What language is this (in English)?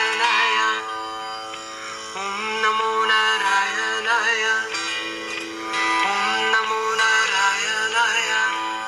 German